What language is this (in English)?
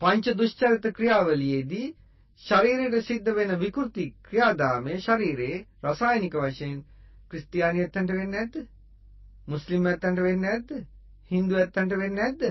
Sinhala